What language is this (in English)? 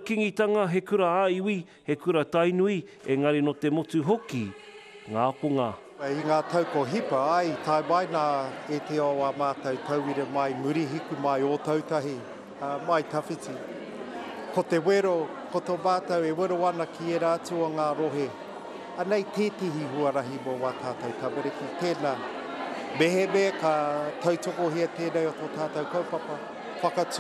Māori